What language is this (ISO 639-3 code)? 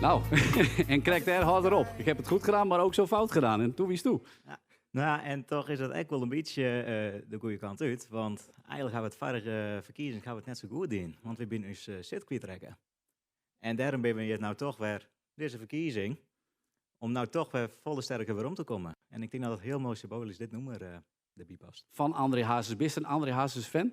fry